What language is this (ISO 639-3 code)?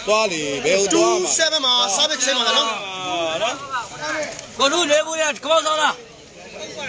mya